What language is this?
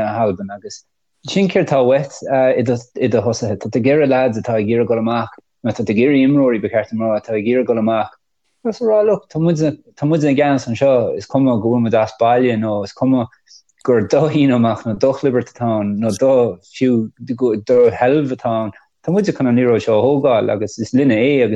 Irish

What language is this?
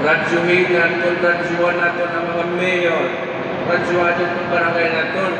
Hiligaynon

